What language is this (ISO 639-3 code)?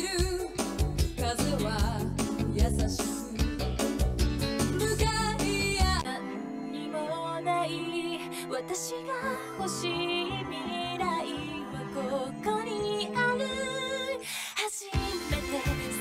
jpn